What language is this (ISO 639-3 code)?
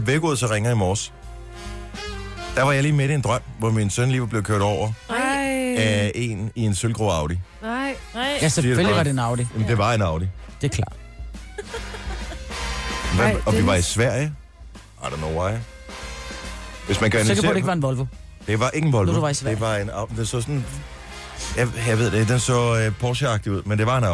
dan